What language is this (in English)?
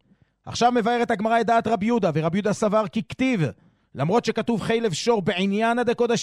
Hebrew